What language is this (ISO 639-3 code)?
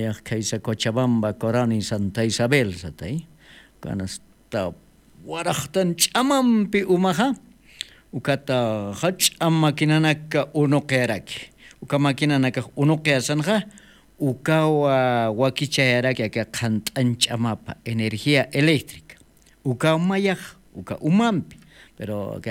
aym